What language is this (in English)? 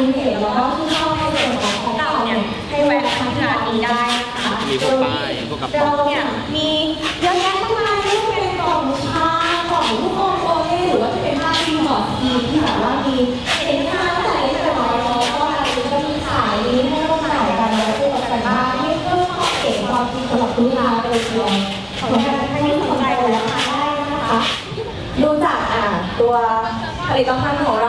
Thai